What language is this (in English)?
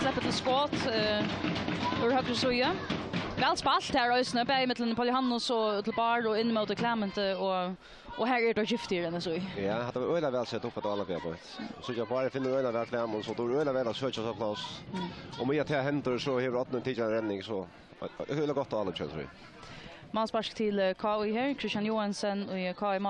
Faroese